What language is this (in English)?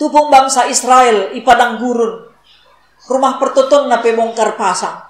Batak Karo